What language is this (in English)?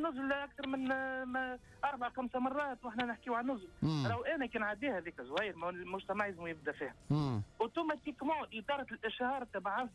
Tunisian Arabic